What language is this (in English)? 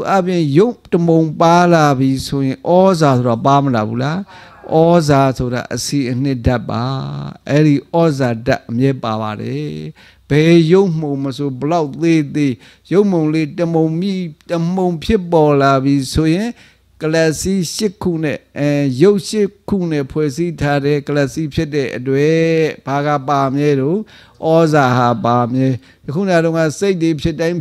Burmese